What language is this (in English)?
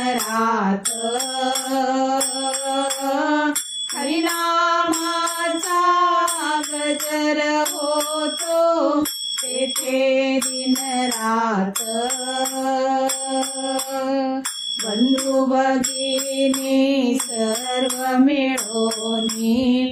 Marathi